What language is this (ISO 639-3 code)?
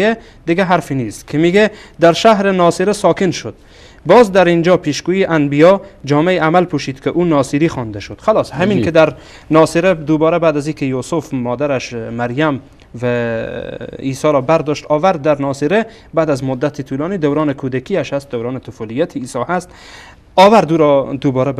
fas